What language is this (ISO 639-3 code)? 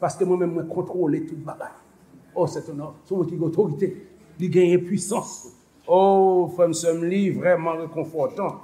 hat